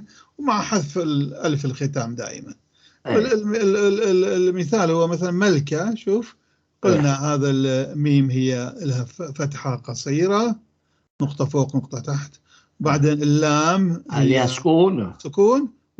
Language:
North Levantine Arabic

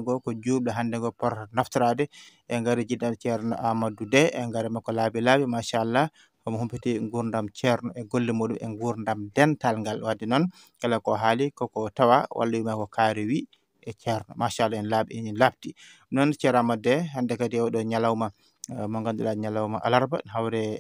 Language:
Fula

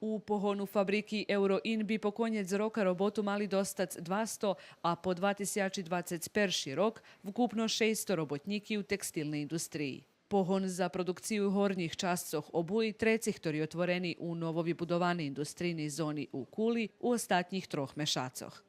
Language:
Rusyn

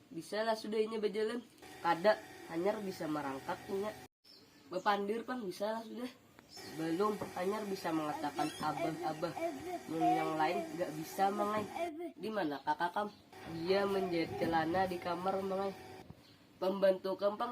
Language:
Banjar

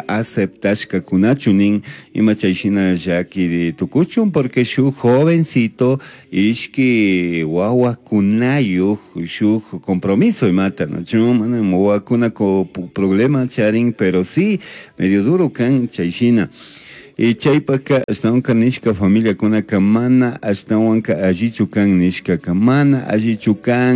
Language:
Chimborazo Highland Quichua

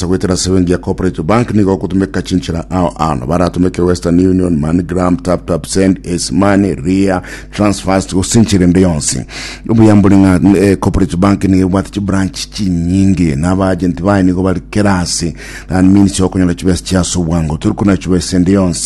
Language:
Gusii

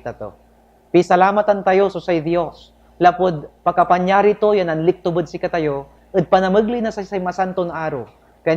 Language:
Pangasinan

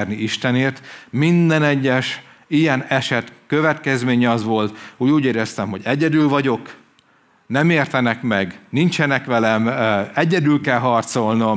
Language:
Hungarian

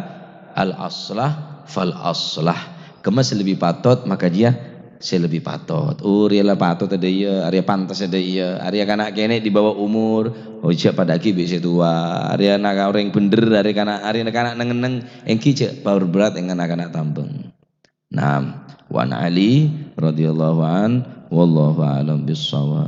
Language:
Madurese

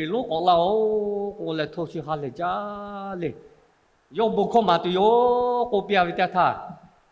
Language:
Lahu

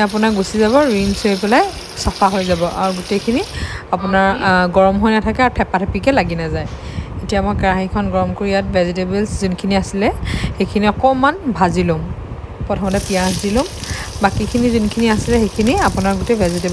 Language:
Assamese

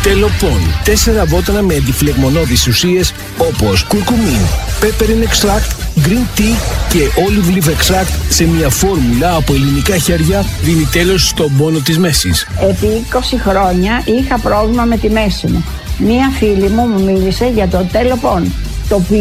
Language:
Greek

